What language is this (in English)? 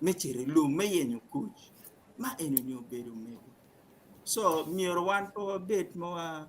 Acoli